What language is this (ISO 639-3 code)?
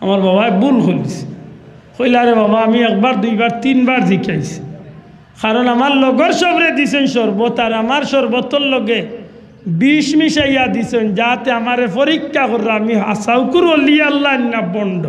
syl